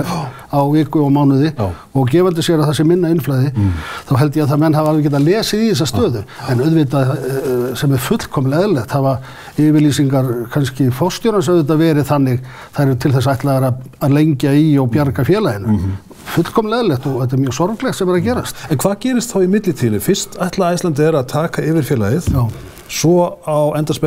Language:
Icelandic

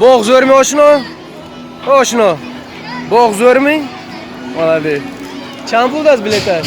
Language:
Tajik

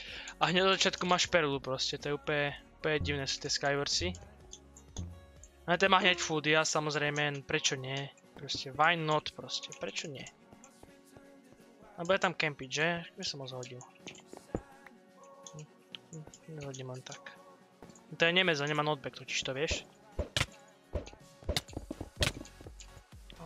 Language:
Slovak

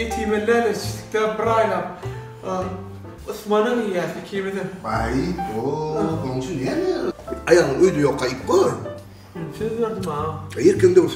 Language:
Turkmen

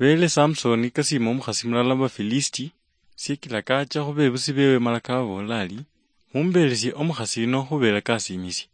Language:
Luyia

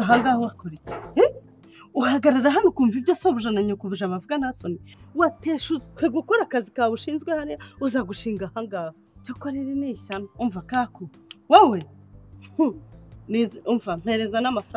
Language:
Kinyarwanda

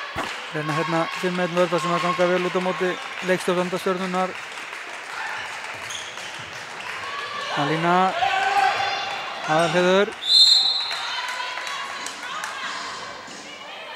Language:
Icelandic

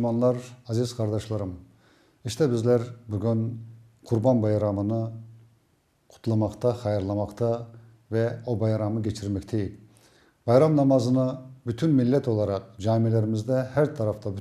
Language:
Crimean Tatar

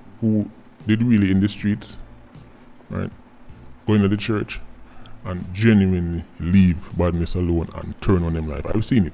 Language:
Jamaican Creole English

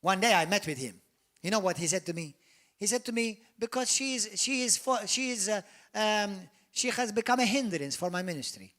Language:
English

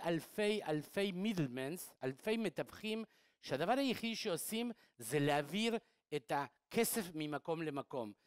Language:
Hebrew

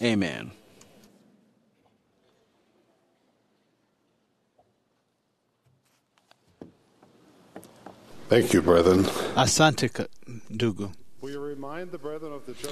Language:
Swahili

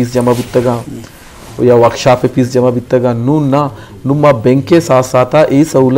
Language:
Eastern Balochi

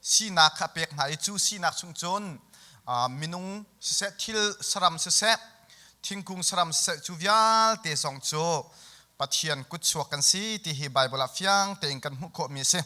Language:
Hakha Chin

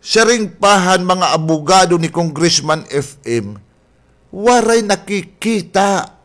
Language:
Waray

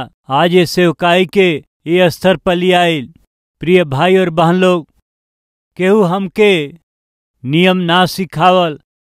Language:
Bhojpuri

